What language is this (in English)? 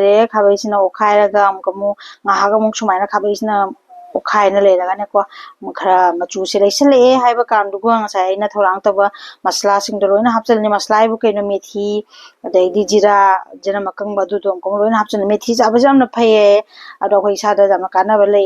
Manipuri